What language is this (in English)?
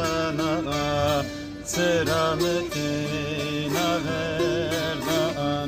Zaza